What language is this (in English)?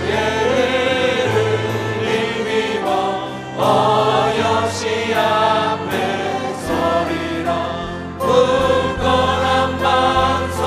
Korean